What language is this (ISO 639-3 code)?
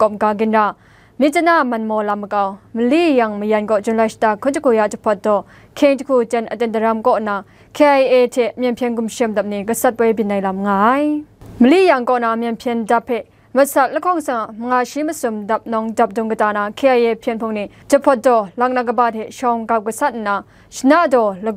kac